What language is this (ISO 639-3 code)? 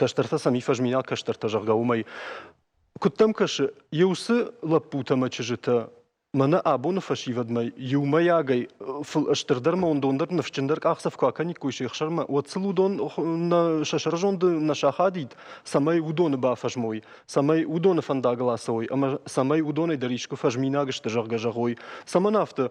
oss